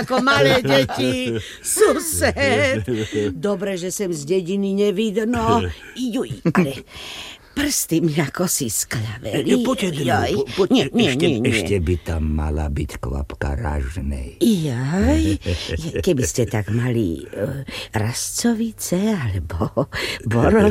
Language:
Slovak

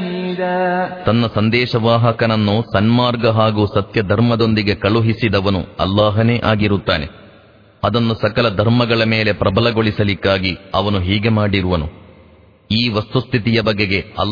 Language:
Kannada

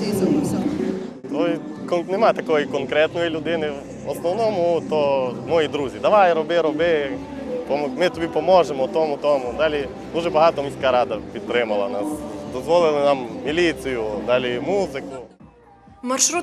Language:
Ukrainian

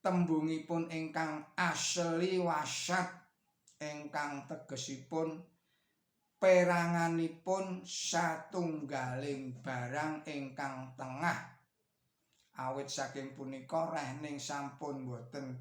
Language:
Javanese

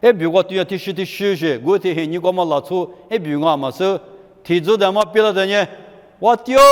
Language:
Lisu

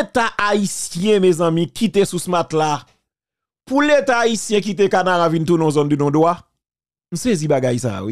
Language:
Haitian Creole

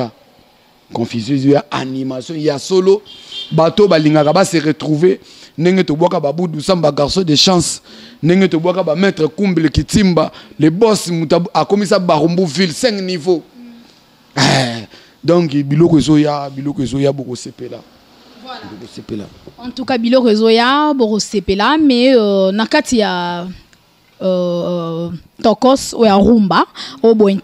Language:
Lingala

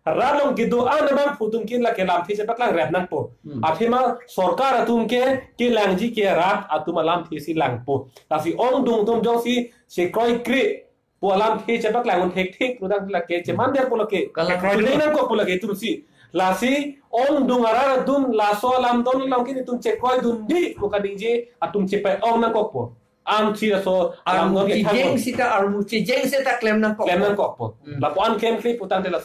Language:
Karbi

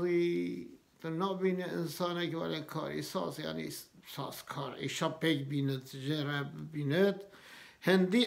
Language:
Kurdish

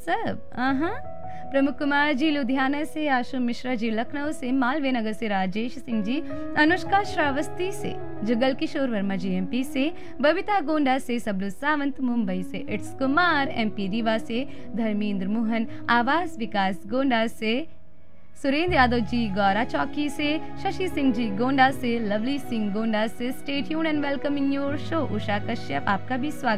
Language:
Hindi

